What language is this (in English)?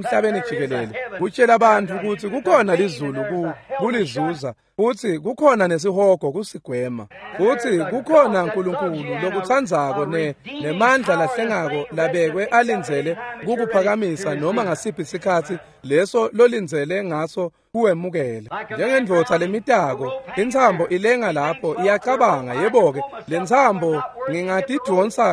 Swati